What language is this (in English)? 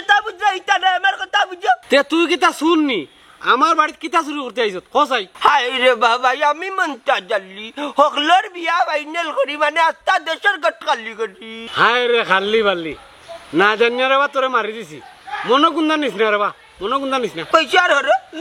Sylheti